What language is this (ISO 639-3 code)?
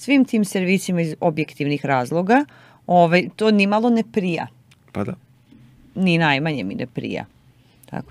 srp